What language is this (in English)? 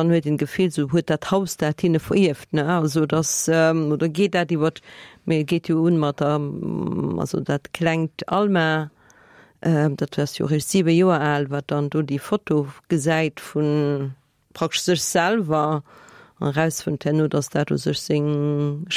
Luxembourgish